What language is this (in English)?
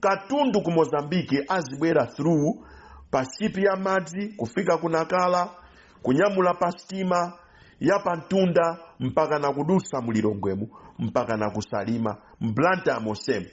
Nyanja